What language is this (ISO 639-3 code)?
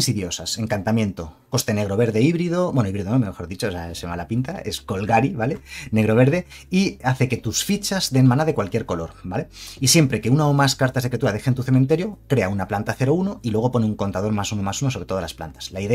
spa